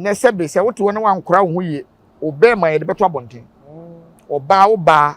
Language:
Akan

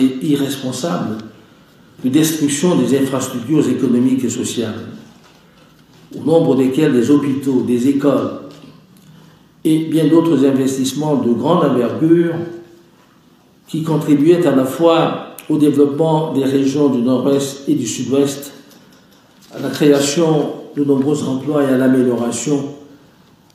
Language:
French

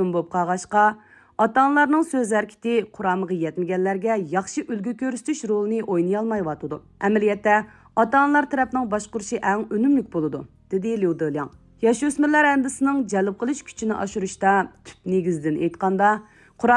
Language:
Uyghur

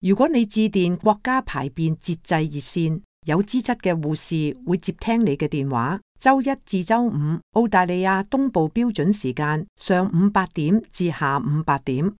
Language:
Cantonese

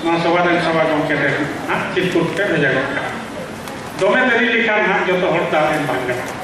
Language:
Santali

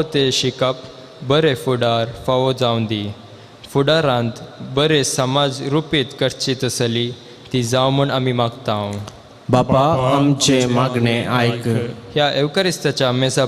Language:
Konkani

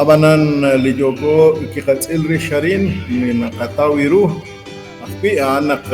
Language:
Kekchí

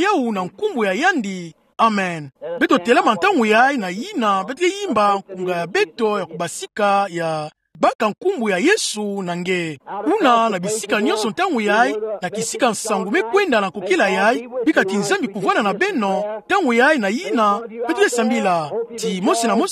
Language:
Kituba (Democratic Republic of Congo)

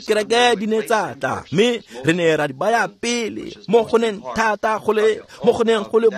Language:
Tswana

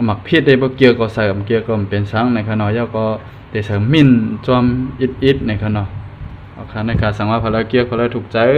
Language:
Shan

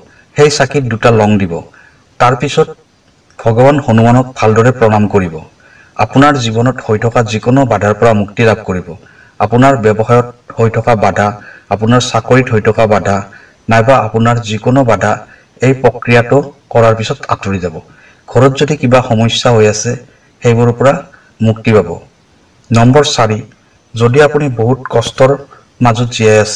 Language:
Assamese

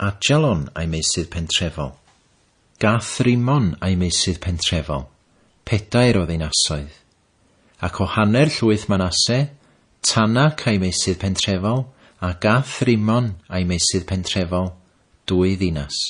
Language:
Welsh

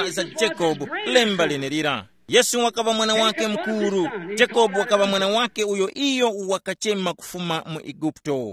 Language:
Tumbuka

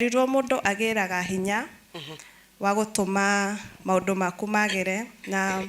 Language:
Kikuyu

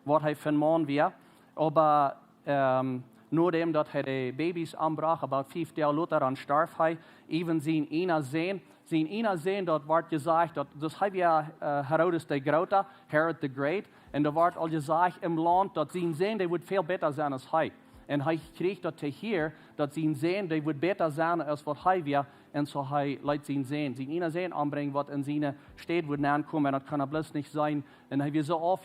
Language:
Plautdietsch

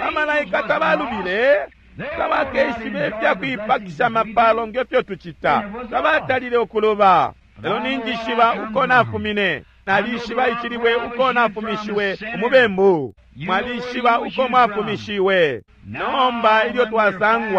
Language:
Bemba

